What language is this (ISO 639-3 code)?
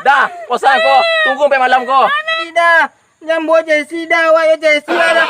min